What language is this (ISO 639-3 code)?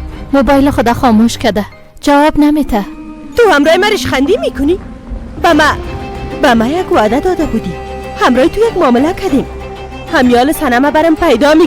fas